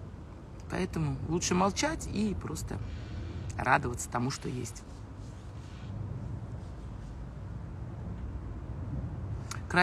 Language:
Russian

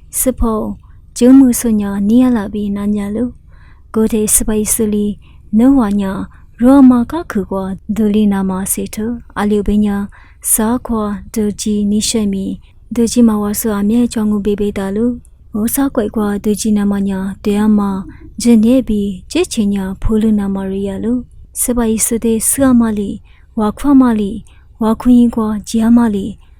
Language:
Lisu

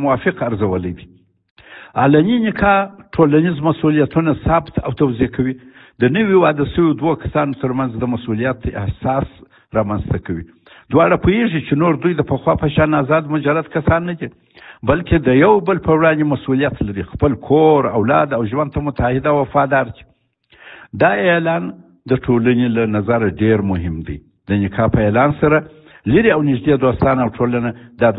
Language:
Pashto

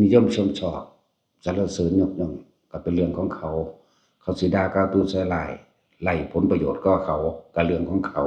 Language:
Northeastern Thai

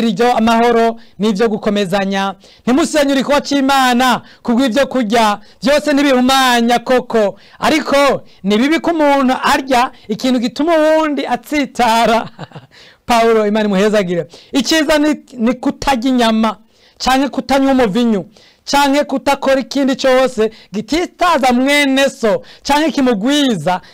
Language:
Rundi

